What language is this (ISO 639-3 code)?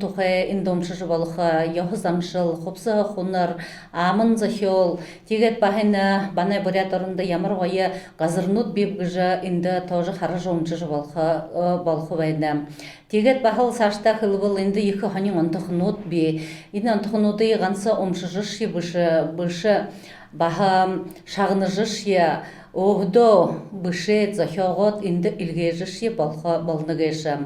bua